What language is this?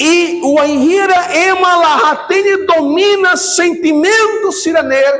Tetum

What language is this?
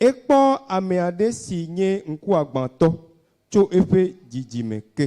Ewe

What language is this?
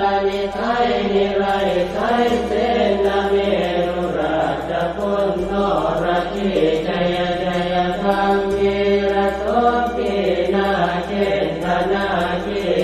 Pali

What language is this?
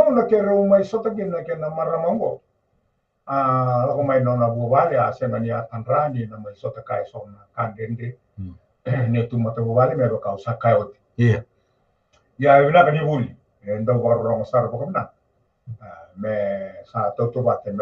Fijian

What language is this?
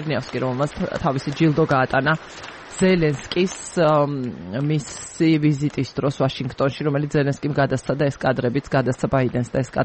Georgian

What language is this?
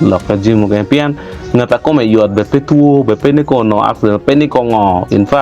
Acoli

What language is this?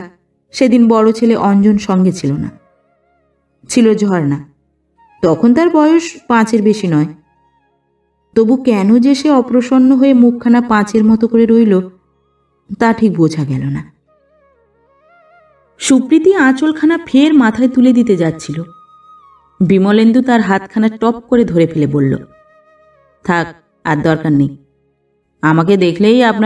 Bangla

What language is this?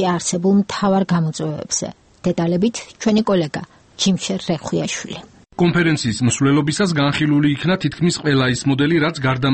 Georgian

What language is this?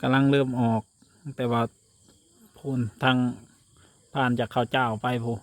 Lao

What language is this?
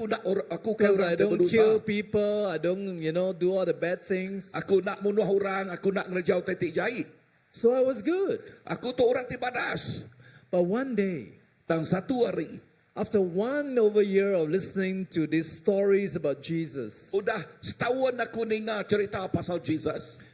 Iban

